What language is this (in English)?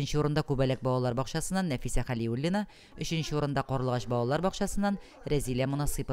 Tatar